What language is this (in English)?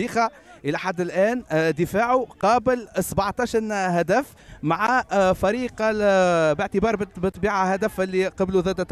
Tunisian Arabic